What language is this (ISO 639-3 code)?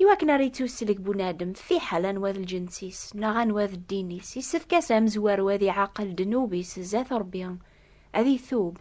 kab